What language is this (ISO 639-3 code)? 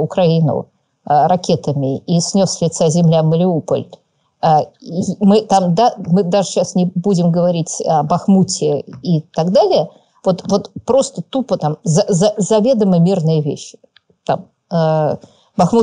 rus